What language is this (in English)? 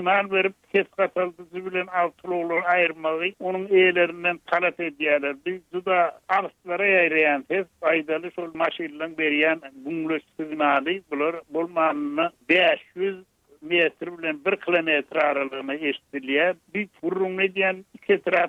Turkmen